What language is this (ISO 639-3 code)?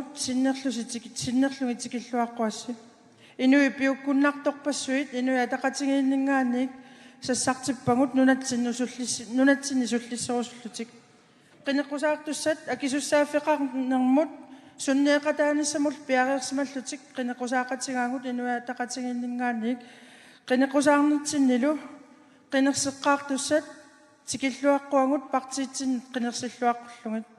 kal